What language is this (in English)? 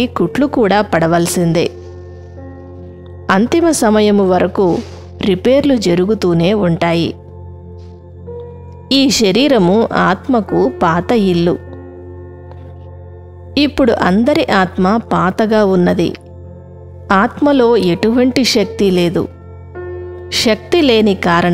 Telugu